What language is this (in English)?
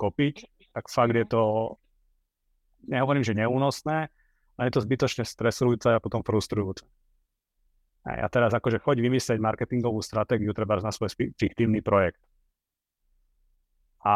Slovak